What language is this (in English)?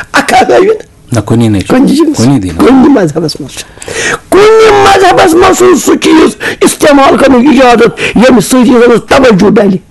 Kashmiri